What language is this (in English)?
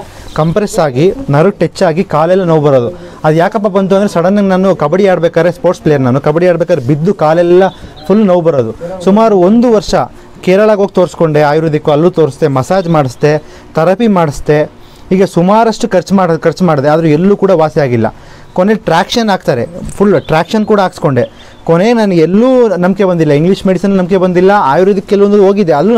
Kannada